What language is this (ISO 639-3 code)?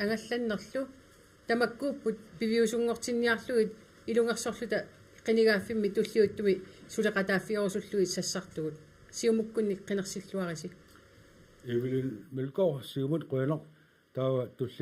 kal